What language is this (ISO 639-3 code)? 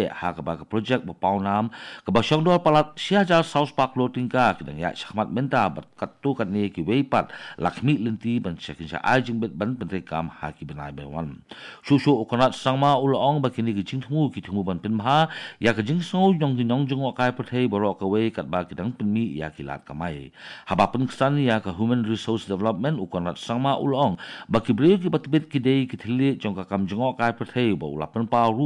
kha